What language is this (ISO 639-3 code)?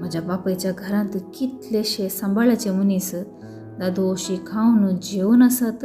kok